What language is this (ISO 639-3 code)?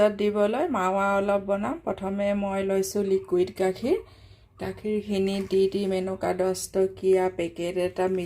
asm